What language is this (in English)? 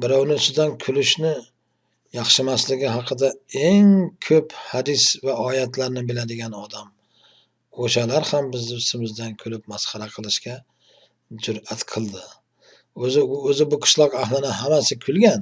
Uzbek